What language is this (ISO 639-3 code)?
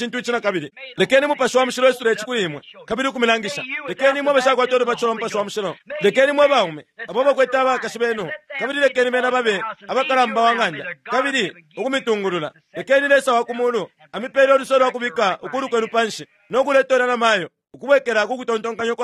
bem